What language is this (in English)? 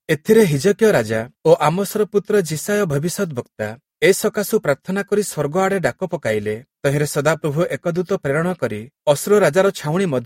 Odia